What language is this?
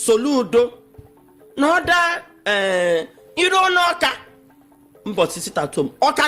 Igbo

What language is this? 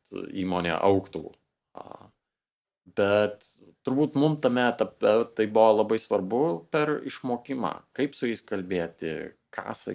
Lithuanian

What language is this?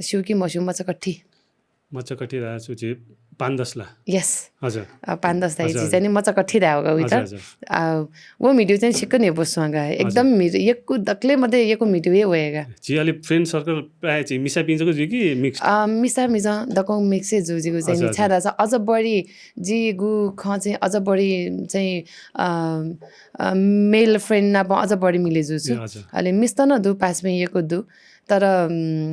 Newari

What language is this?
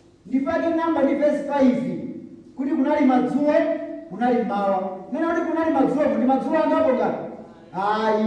Nyanja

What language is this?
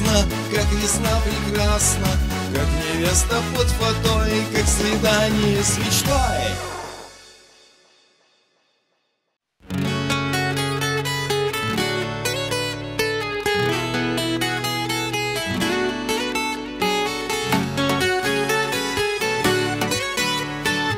Russian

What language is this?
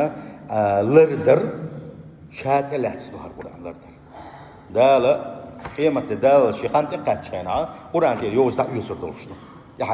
Chechen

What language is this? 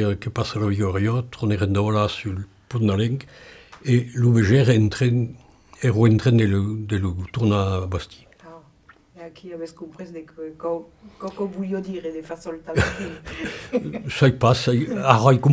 Occitan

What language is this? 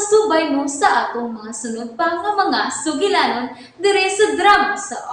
Cebuano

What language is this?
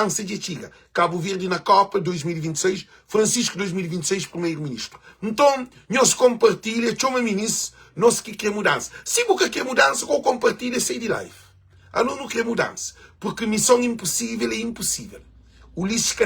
Kabuverdianu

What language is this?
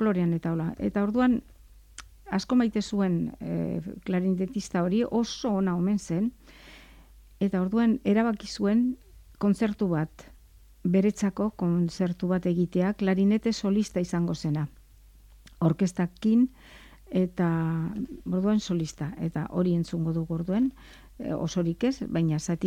Basque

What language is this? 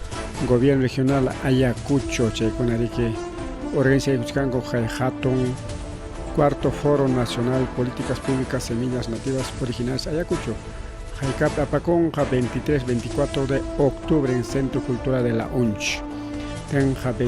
Ayacucho Quechua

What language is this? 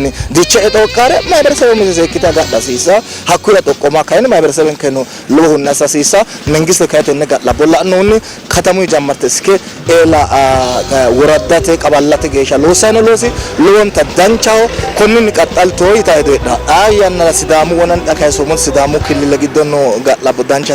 Sidamo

